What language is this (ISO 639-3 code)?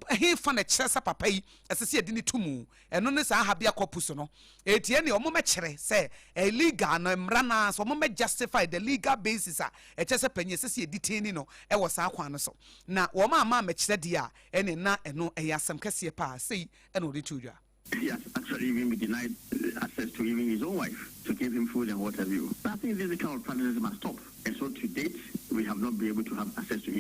aka